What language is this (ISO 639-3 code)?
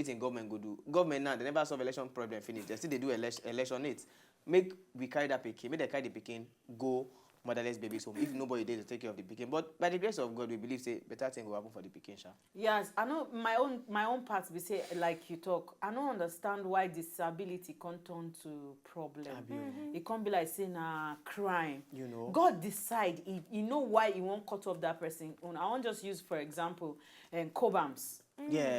pcm